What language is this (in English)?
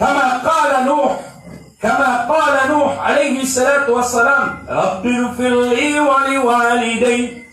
Maranao